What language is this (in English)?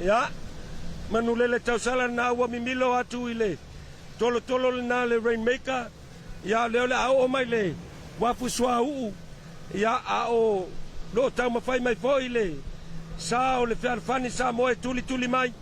Samoan